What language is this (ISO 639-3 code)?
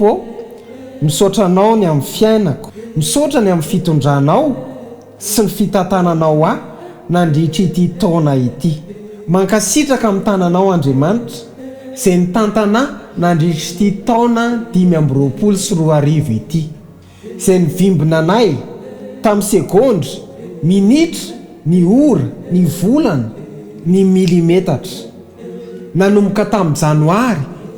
mlg